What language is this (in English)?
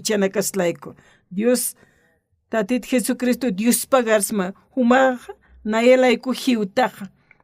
Aymara